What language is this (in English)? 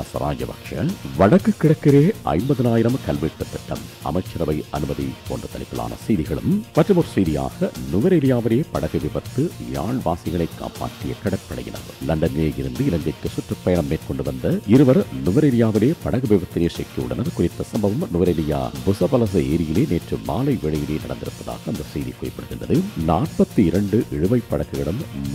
Tamil